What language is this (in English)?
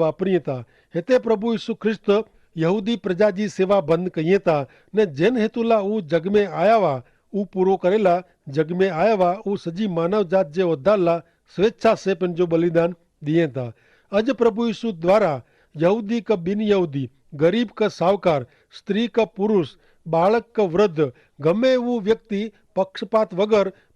Kachhi